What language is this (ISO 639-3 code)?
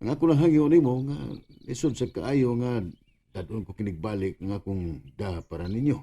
ceb